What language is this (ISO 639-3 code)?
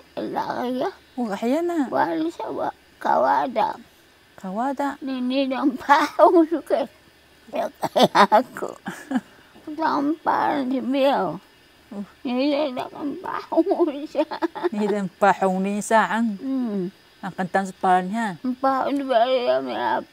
trv